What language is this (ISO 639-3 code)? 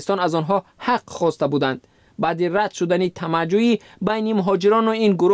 tgk